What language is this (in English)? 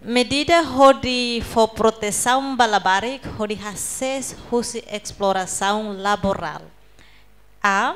Tetum